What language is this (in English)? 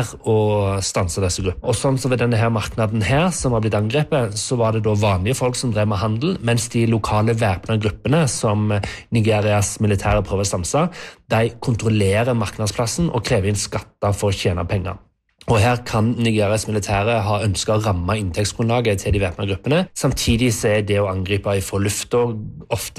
Norwegian